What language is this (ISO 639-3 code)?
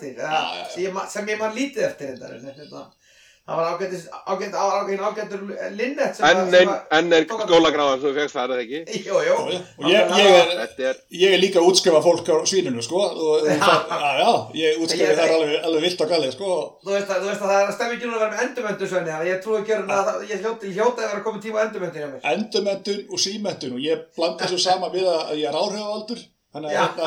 isl